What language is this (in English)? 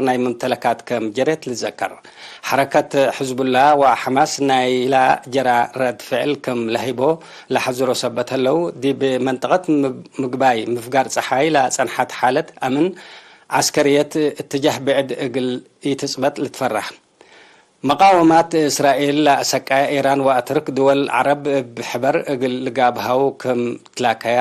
Tigre